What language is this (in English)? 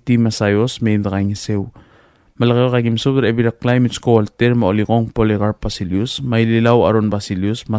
Palauan